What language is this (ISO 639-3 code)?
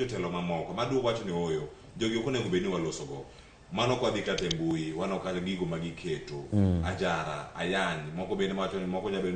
luo